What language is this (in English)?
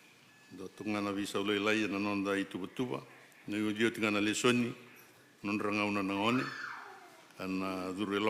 Fijian